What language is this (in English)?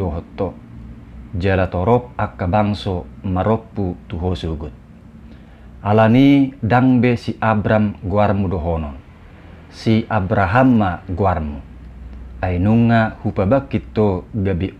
Batak Toba